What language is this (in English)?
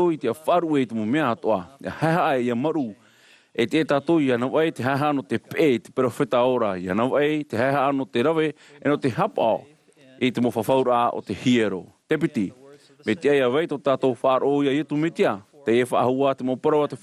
Tahitian